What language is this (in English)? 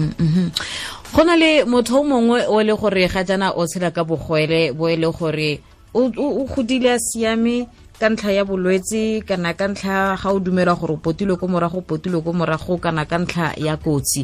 Tswana